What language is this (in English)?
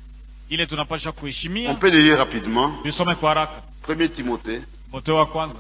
Swahili